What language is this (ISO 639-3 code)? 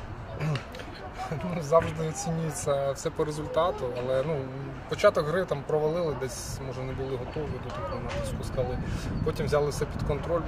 ukr